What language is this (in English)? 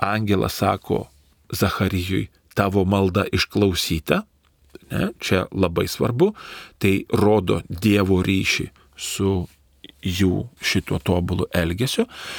Lithuanian